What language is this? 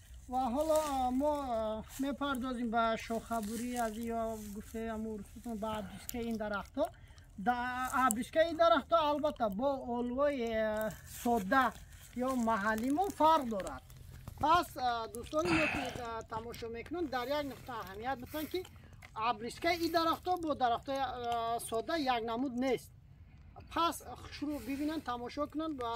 Tajik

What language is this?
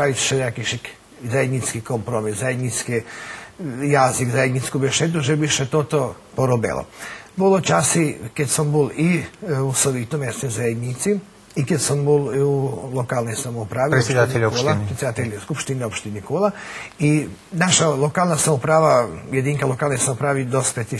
Rusyn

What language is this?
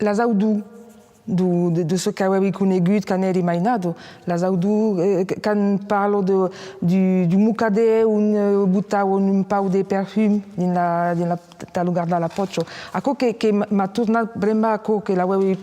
Occitan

